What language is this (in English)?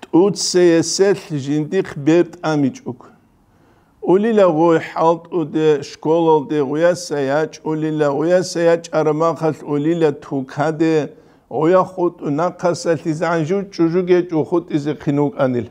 Avaric